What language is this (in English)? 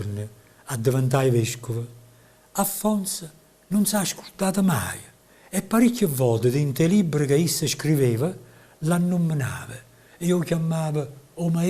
Neapolitan